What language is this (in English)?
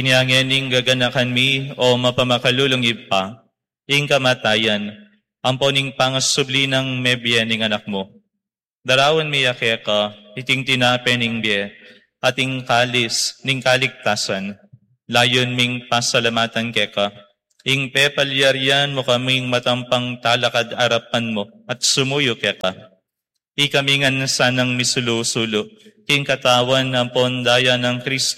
Pampanga